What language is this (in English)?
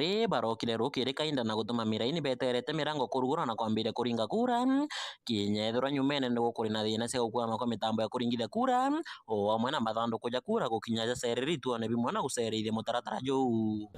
Meru